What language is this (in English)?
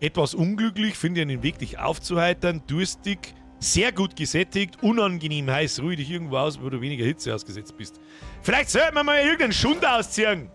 Bavarian